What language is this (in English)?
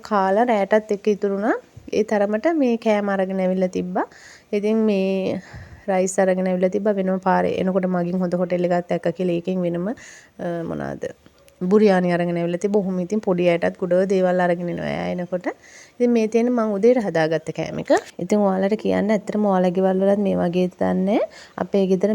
Sinhala